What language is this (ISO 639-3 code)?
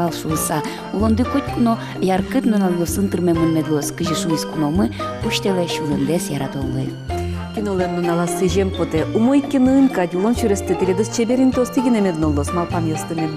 udm